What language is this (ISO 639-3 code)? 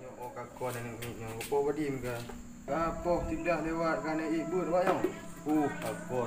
ace